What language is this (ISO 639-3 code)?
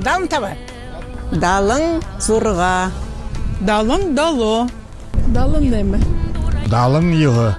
bua